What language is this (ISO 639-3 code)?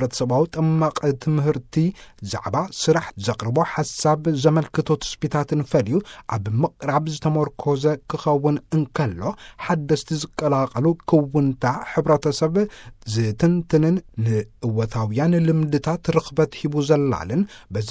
tir